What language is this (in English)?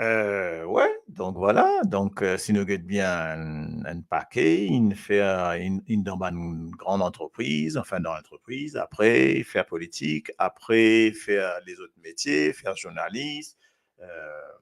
Morisyen